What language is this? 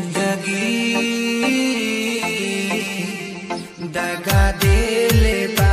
Bhojpuri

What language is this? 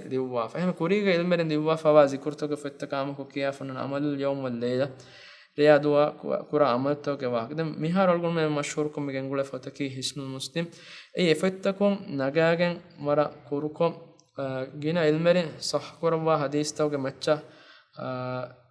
Divehi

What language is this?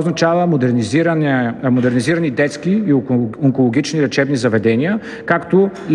Bulgarian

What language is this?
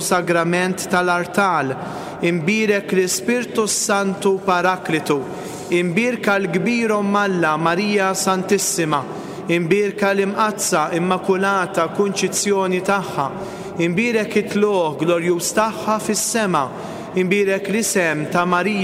Maltese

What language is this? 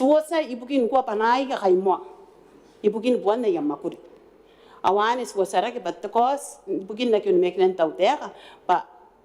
Gilbertese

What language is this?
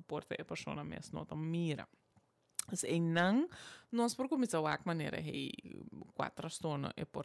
Papiamento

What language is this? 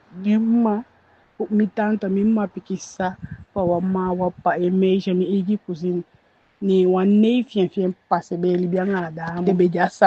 Eastern Maroon Creole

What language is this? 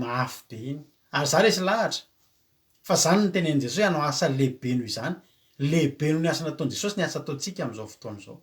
Malagasy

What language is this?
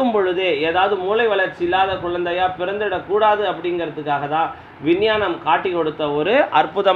Tamil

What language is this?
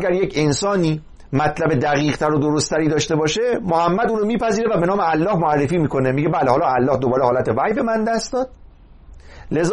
Persian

